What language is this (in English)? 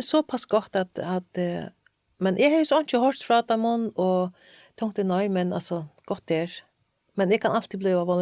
Faroese